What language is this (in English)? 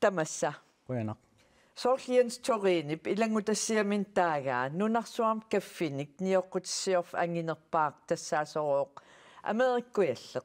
Kalaallisut